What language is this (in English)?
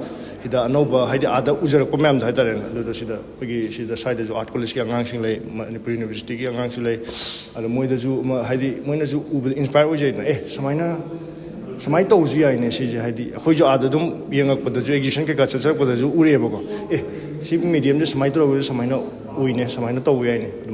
Manipuri